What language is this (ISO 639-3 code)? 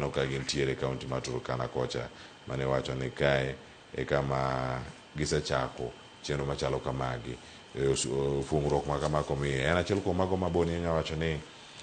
luo